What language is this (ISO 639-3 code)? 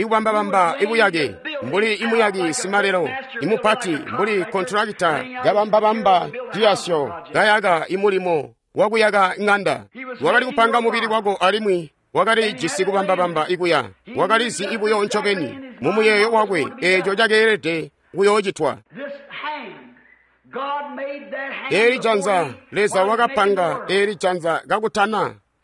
toi